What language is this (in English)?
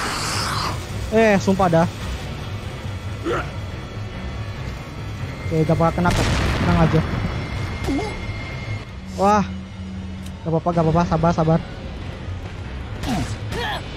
Indonesian